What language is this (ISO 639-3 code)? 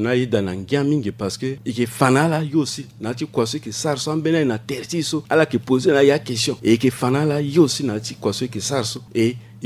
sag